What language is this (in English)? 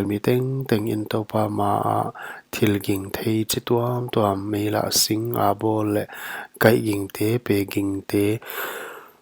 Paite Chin